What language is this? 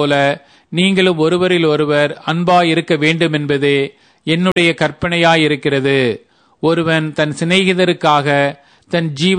Tamil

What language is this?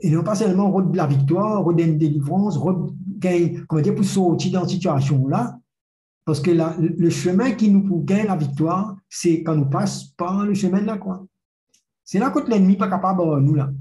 Morisyen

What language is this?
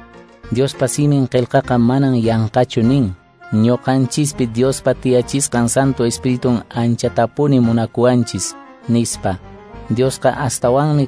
Quechua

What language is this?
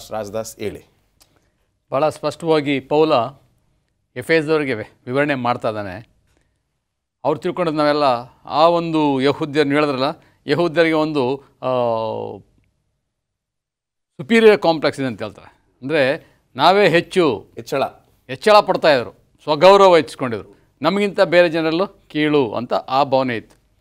Kannada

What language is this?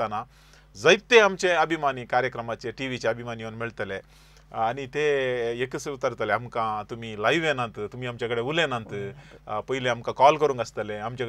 Konkani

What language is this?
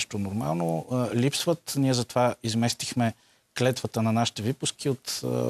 Bulgarian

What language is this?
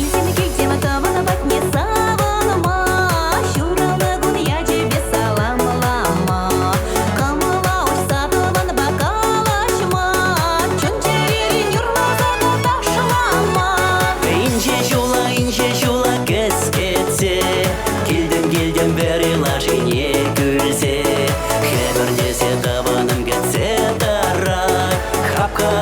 Chuvash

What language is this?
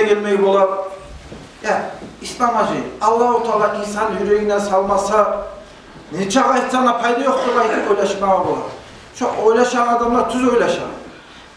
Kumyk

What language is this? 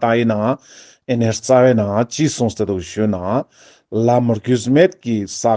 Ladakhi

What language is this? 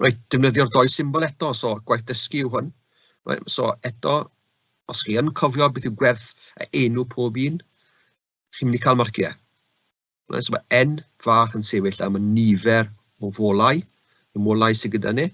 Welsh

